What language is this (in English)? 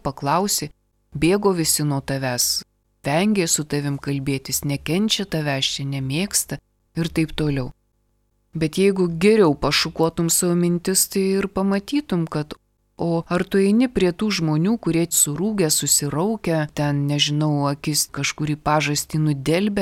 Lithuanian